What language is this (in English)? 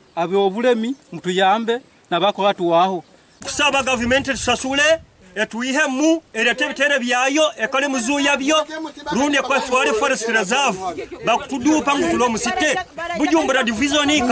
Nyankole